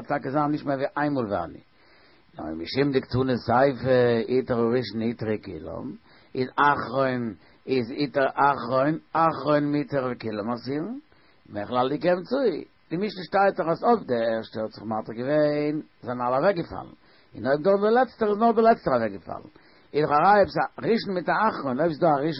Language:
Yiddish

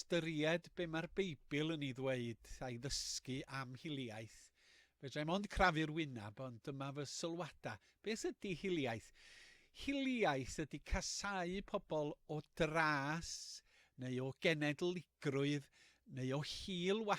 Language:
Welsh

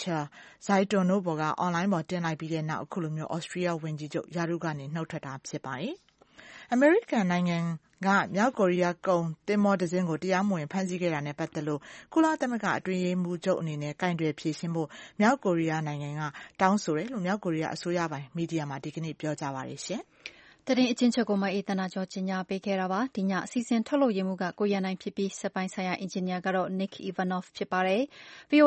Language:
Burmese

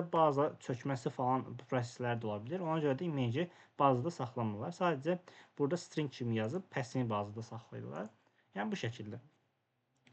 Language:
Azerbaijani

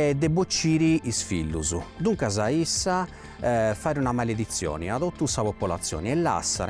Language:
Sardinian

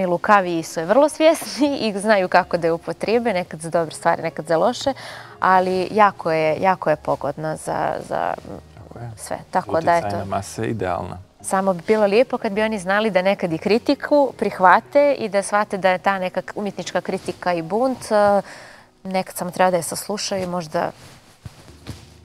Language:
Bosnian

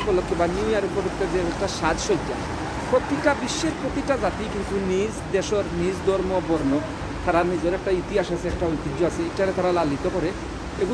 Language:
Sylheti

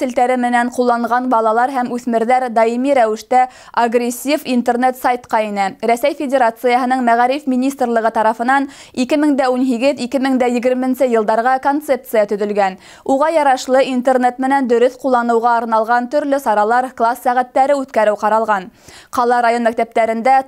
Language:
Bashkir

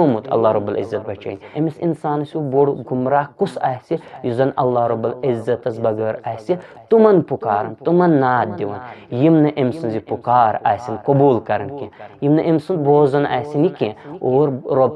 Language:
Kashmiri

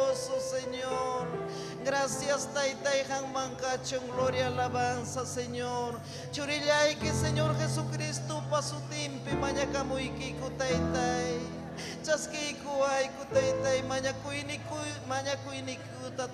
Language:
Ayacucho Quechua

